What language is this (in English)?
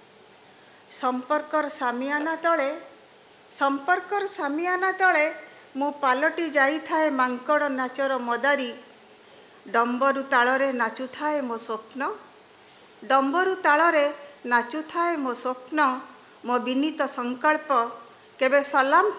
Odia